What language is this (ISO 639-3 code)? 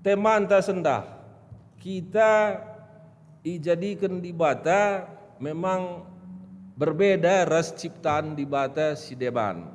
btx